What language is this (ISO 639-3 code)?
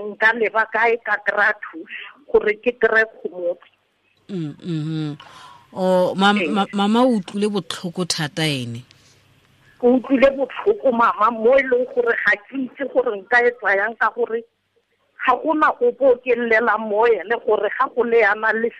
tsn